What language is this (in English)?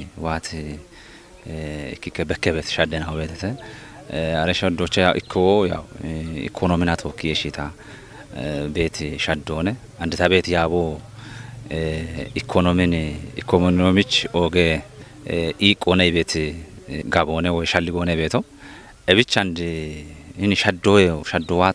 Kafa